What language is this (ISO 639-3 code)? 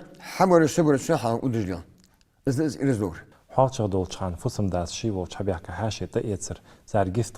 inh